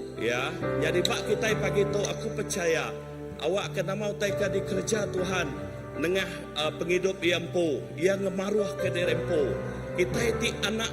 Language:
Iban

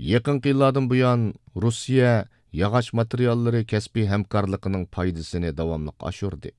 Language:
Uyghur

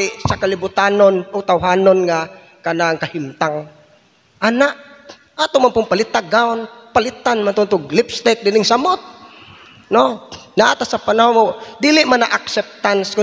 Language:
Cebuano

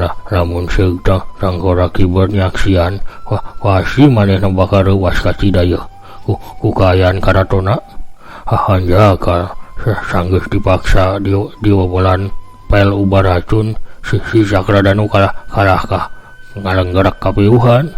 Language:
Sundanese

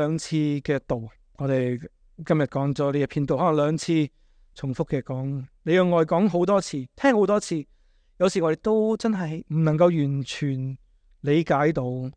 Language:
Cantonese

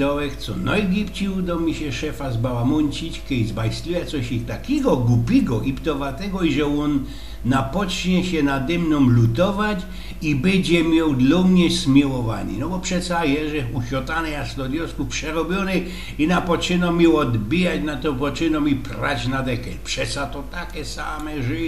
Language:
Silesian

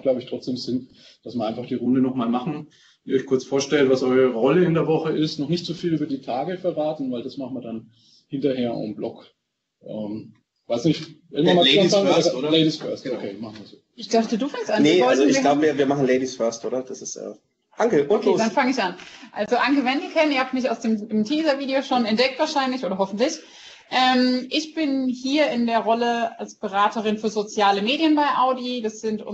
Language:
German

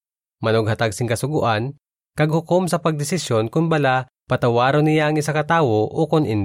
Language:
Hiligaynon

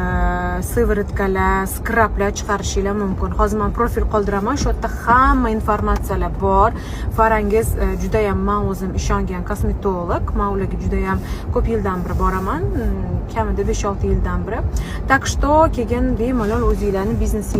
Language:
Uzbek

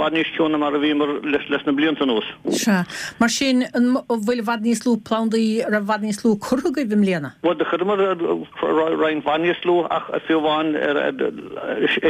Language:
Irish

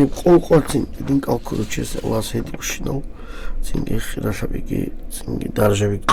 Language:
Avaric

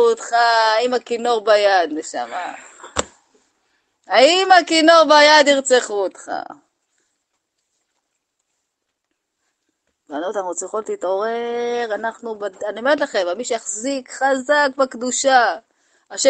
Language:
Hebrew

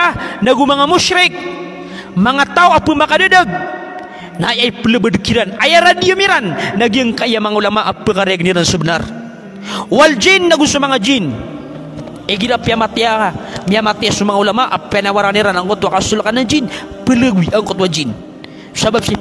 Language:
Maranao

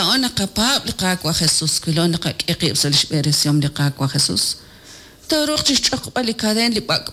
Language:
Kekchí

